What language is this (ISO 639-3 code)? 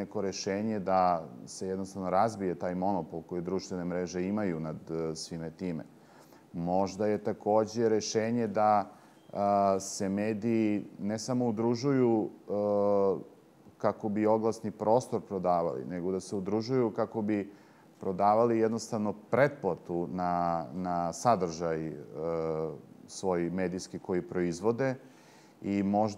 srp